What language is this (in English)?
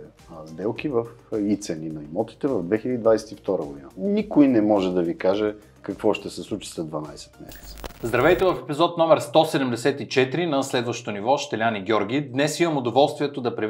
Bulgarian